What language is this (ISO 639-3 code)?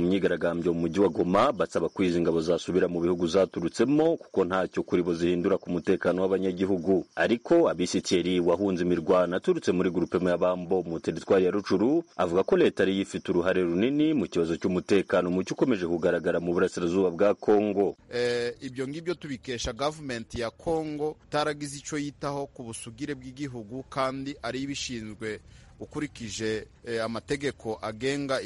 kin